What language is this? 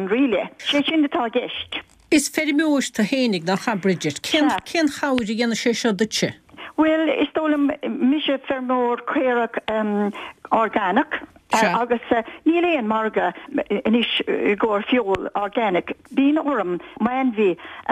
Irish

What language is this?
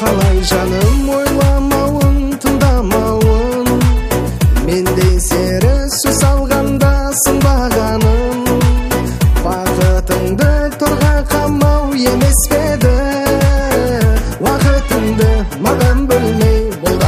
Kazakh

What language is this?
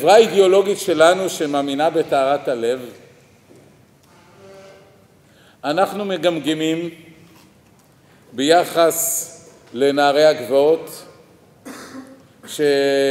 Hebrew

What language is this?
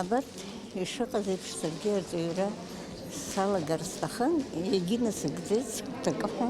Abkhazian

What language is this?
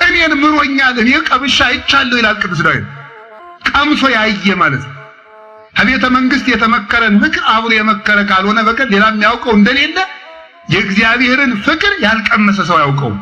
Amharic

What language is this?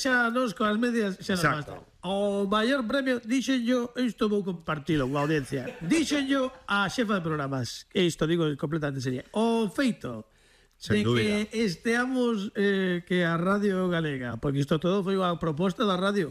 Galician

